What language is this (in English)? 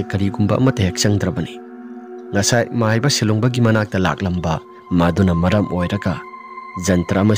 Manipuri